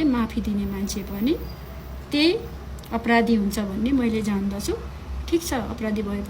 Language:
Nepali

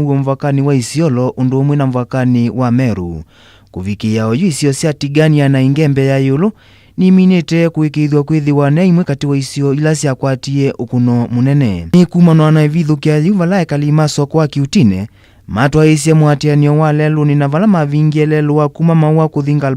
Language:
Kamba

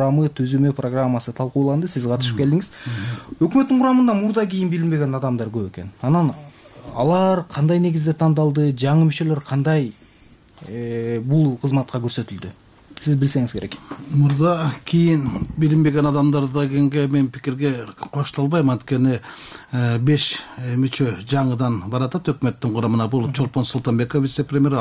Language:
Kyrgyz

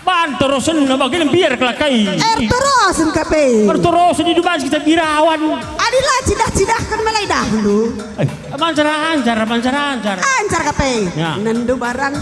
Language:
Batak Karo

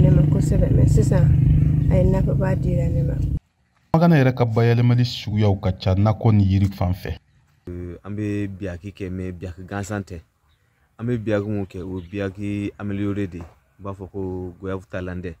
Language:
Bambara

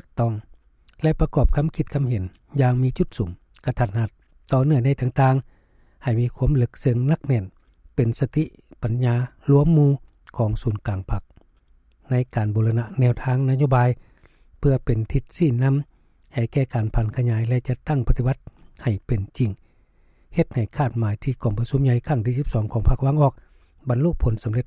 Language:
Lao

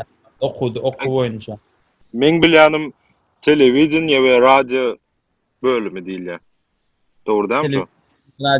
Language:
Turkmen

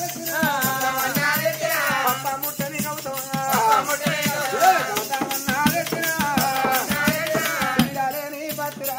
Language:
Telugu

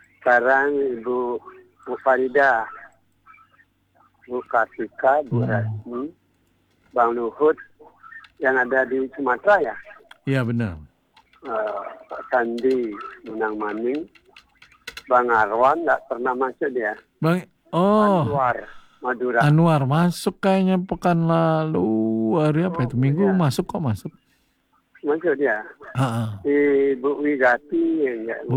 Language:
Indonesian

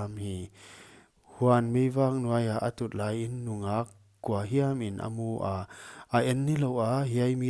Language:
Paite Chin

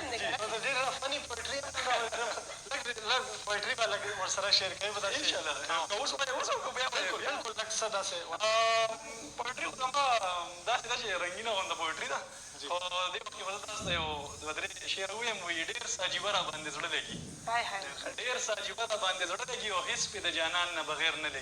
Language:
Pashto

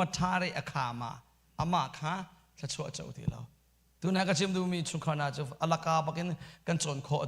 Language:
Hakha Chin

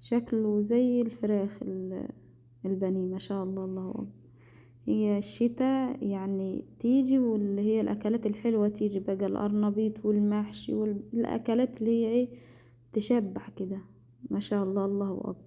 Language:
Egyptian Arabic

